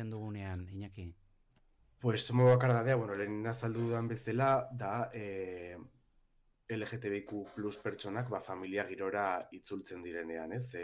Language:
Basque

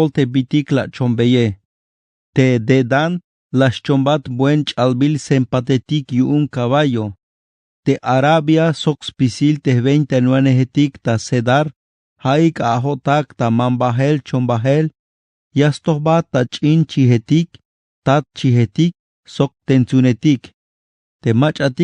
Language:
Tzeltal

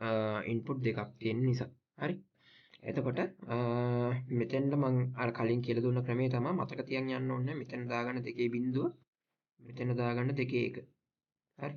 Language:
Sinhala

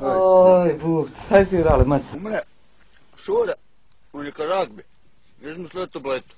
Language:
Bosnian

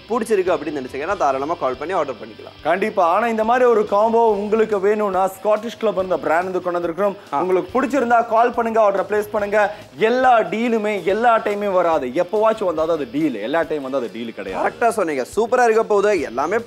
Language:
Tamil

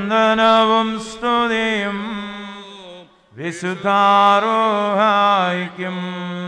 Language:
Malayalam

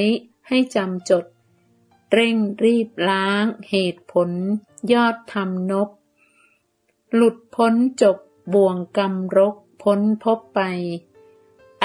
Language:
Thai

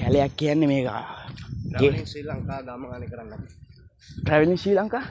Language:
Sinhala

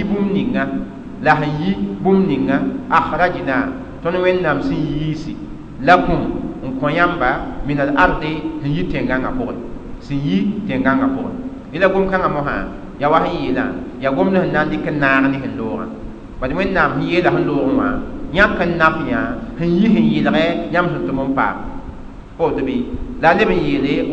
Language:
Mossi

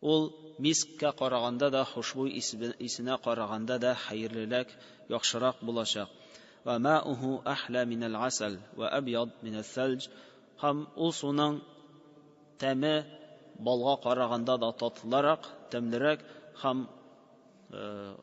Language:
Tatar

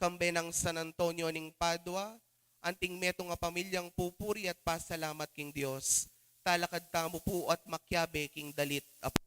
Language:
Pampanga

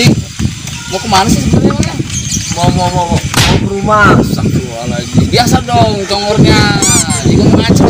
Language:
Betawi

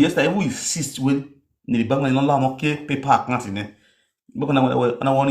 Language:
Nigerian Pidgin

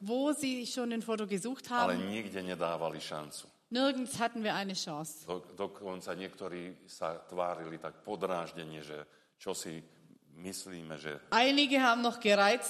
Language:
Slovak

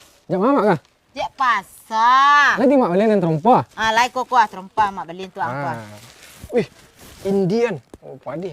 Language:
Minangkabau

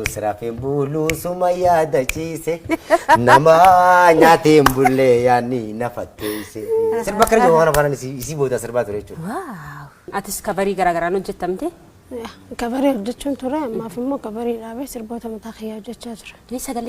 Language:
Oromo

